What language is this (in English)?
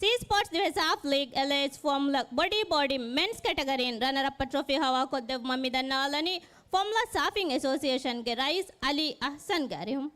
Divehi